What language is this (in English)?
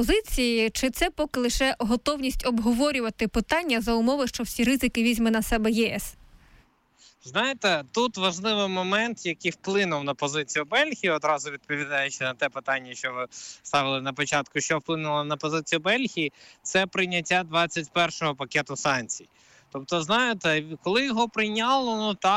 Ukrainian